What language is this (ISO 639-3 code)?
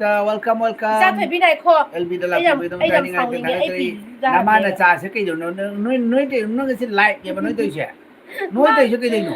mni